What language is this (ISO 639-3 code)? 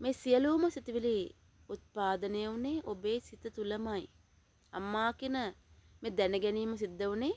sin